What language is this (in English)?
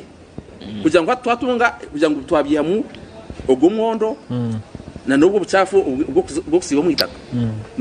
Nyankole